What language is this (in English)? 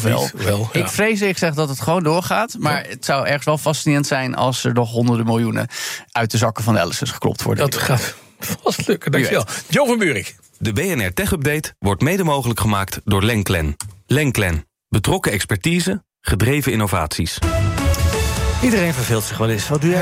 Dutch